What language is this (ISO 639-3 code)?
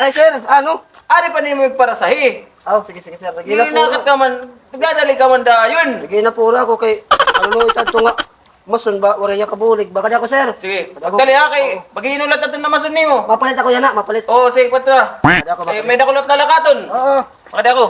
war